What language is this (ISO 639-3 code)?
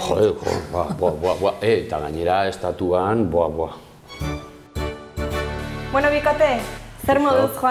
eus